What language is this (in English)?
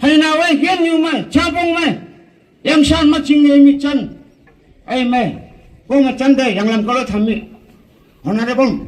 Naga Pidgin